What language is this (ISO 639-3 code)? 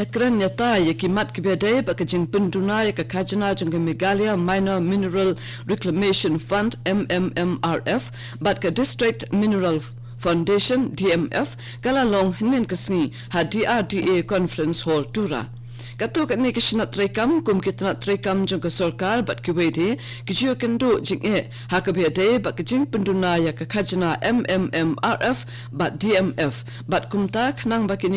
kha